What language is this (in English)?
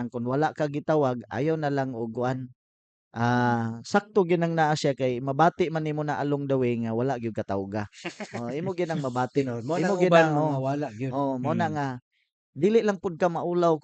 Cebuano